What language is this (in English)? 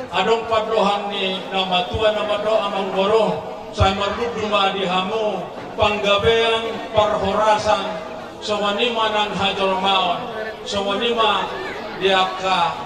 Batak Toba